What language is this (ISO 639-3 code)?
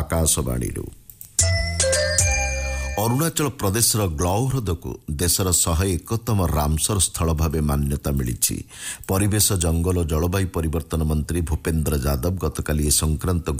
ori